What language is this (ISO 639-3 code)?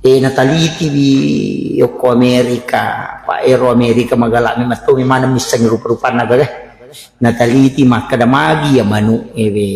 bug